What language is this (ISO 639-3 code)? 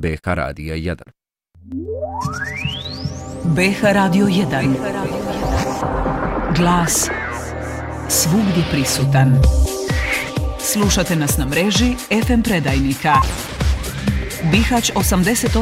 bos